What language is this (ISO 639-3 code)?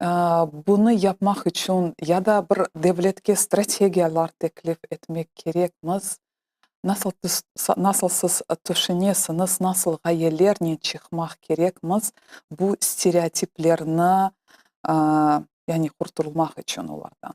crh